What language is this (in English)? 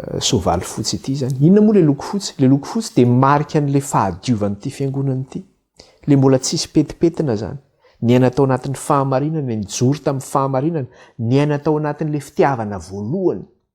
Malagasy